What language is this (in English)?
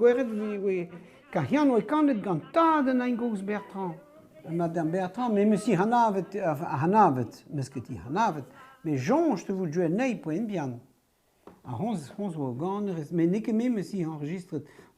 Breton